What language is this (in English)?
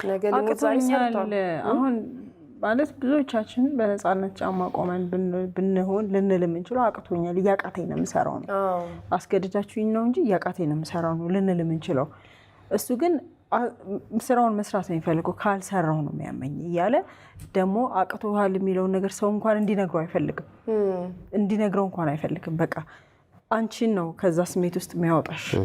Amharic